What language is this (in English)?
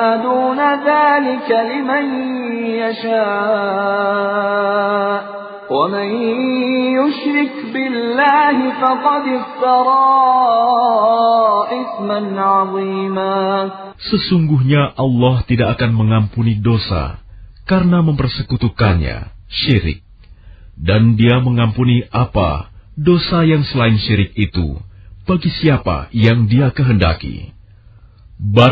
Indonesian